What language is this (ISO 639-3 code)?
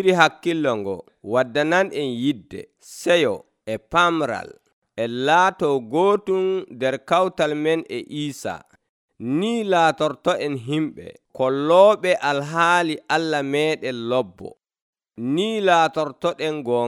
fuv